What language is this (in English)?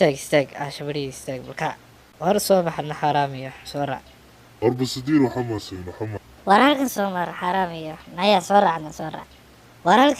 Somali